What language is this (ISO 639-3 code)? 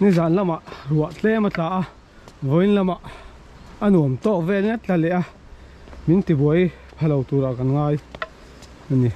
lus